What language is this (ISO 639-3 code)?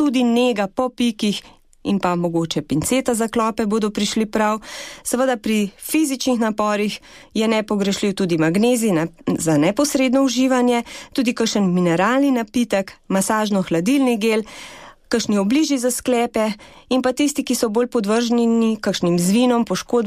slv